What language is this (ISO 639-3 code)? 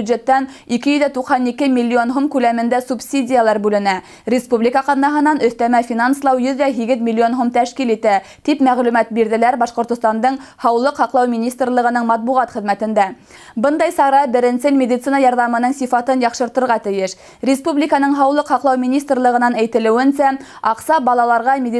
bak